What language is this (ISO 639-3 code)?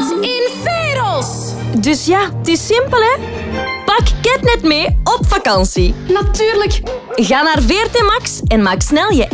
nld